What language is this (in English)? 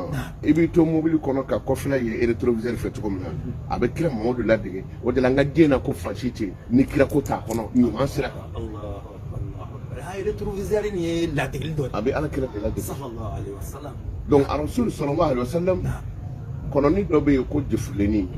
Bambara